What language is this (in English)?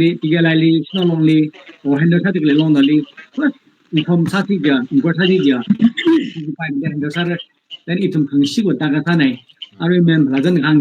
Tangkhul Naga (India)